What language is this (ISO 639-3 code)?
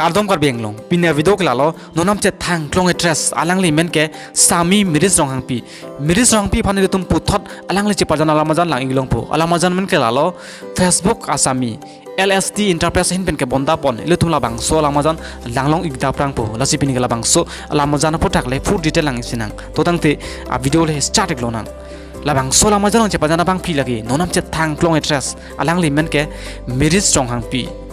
mjw